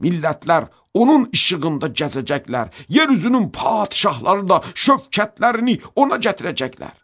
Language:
Azerbaijani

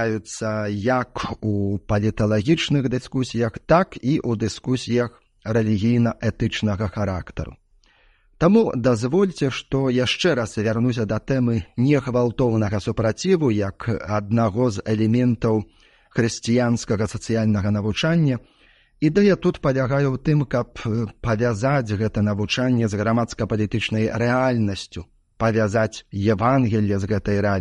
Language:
Belarusian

